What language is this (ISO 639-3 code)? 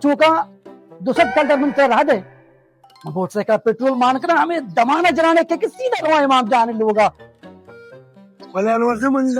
bal